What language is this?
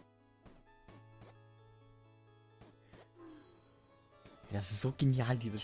German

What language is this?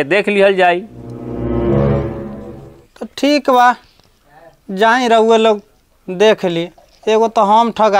Bhojpuri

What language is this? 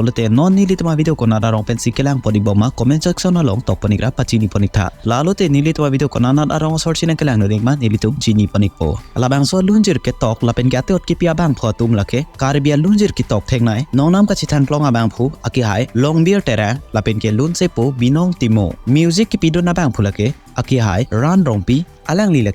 Karbi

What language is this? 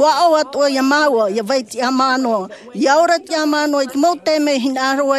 Tahitian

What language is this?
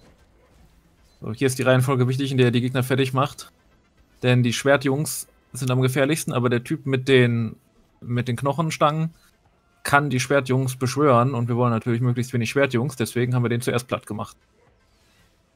German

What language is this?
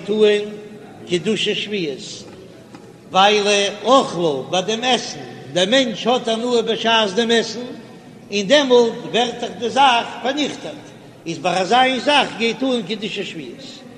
Yiddish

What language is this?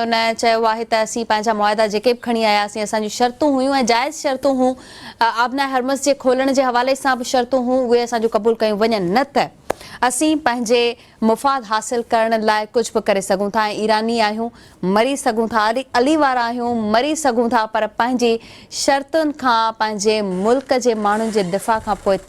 Sindhi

